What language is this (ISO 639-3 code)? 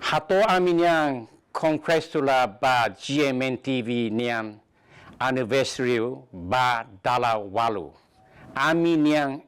tet